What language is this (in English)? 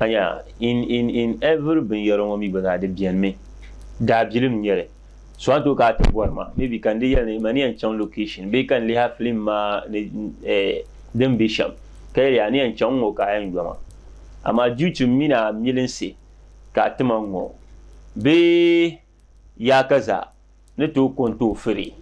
Dagbani